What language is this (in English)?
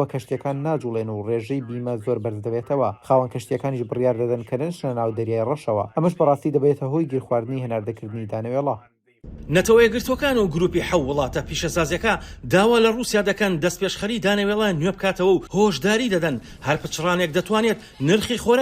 Central Kurdish